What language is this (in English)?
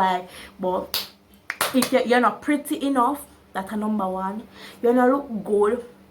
Jamaican Creole English